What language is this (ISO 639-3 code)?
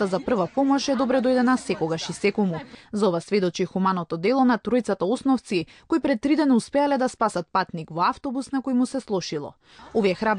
mkd